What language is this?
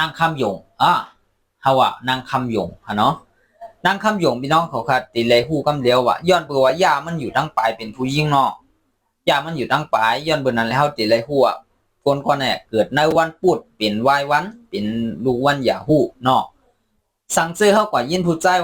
Shan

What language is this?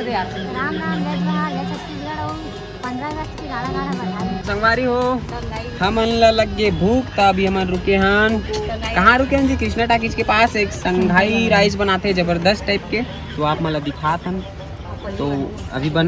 Chhattisgarhi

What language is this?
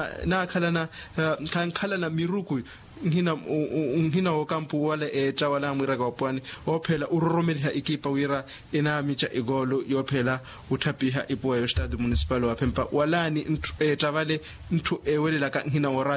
Makhuwa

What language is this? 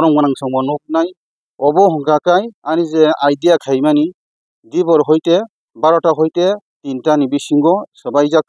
Kok Borok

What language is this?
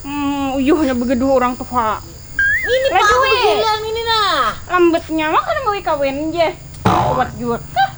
Banjar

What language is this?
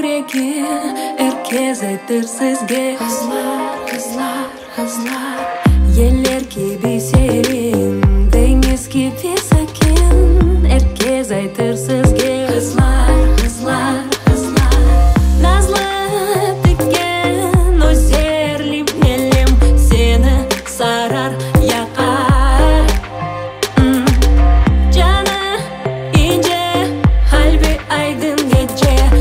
Crimean Tatar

